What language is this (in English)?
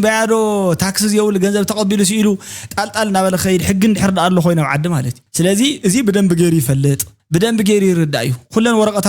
Tigrinya